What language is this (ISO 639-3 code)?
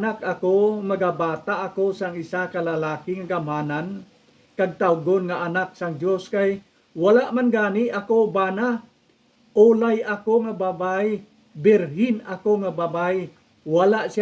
hil